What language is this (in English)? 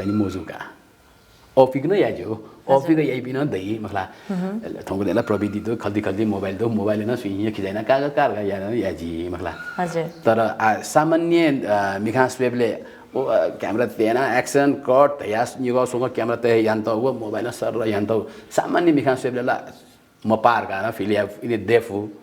Newari